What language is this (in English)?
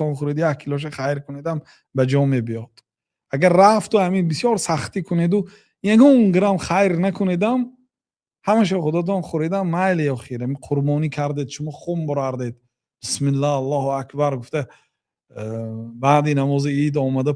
Tajik